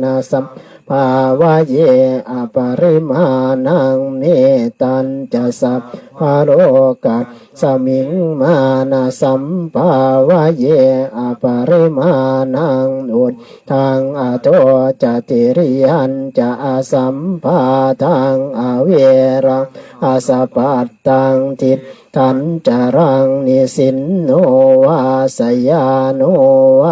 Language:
Pali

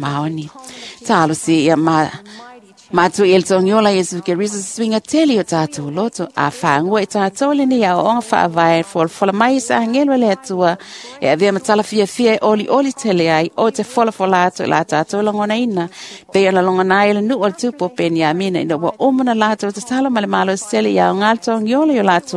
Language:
Samoan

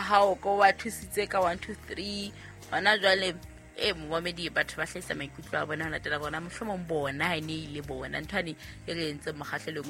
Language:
Southern Sotho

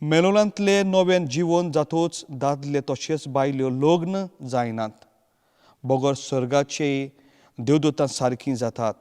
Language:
Konkani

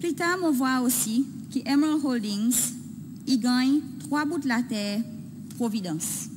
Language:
Seselwa Creole French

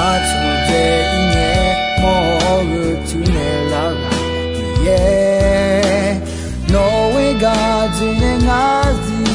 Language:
Akha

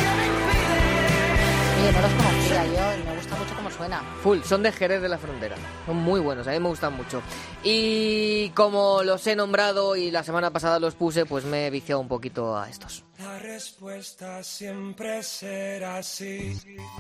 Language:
Spanish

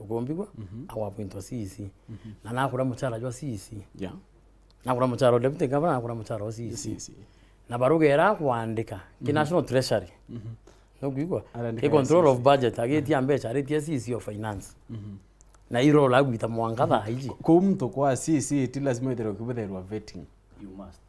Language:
Meru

